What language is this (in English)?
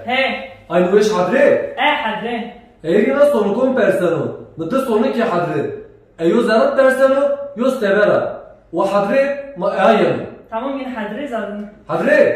Zaza